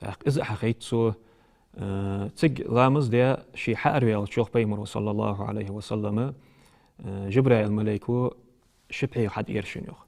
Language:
Ingush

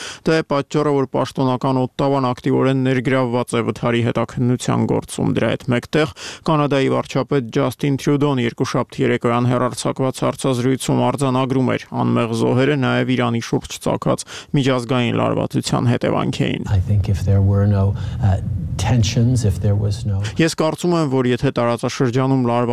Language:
Armenian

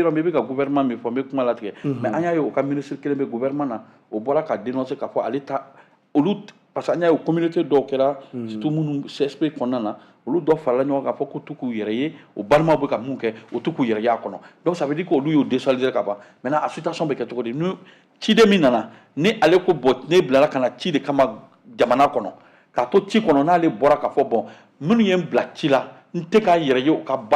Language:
Bambara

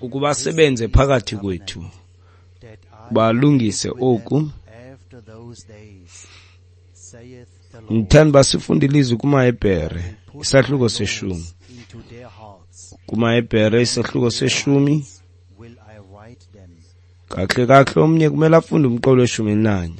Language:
Xhosa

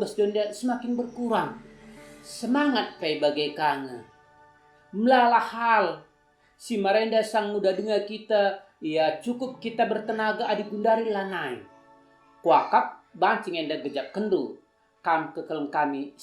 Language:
Batak Karo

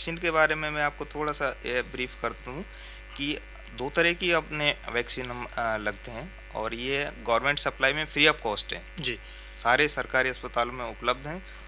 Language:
Hindi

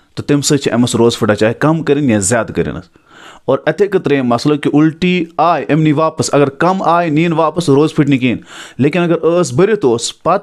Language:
Kashmiri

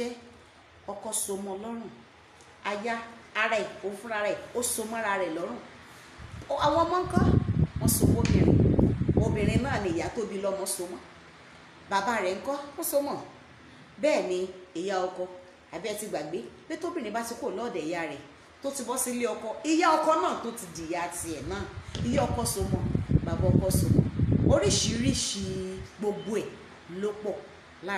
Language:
Yoruba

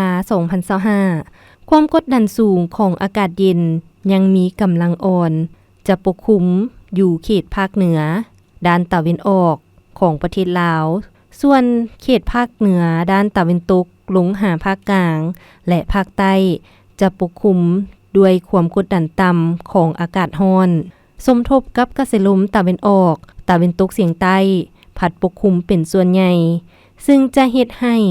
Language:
Lao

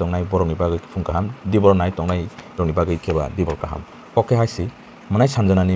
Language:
Kok Borok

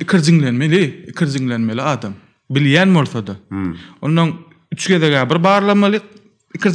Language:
Turkmen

